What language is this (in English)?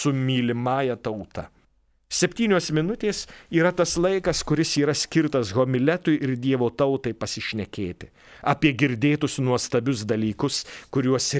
Lithuanian